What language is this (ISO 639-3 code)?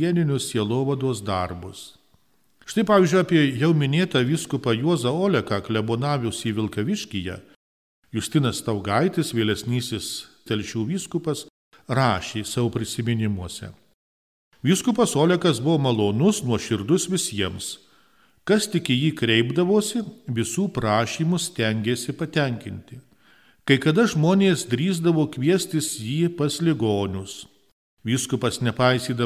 lit